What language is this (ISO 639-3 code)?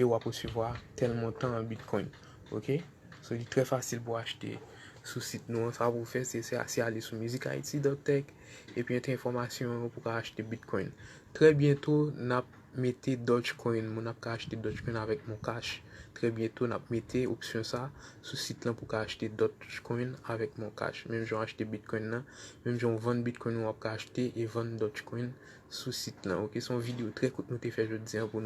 hat